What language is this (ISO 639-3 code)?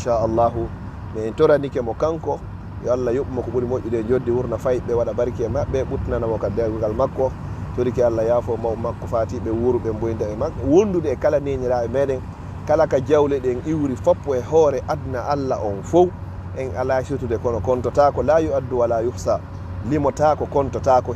ful